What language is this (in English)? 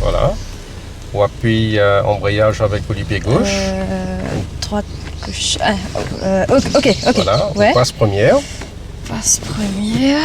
Morisyen